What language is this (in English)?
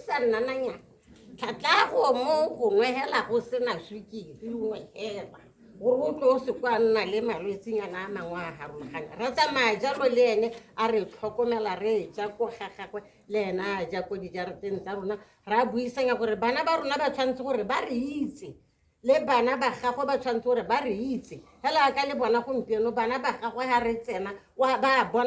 Tswana